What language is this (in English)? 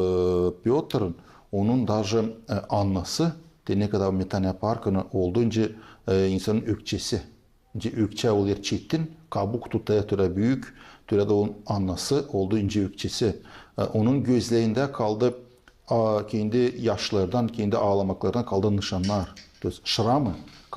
Gagauz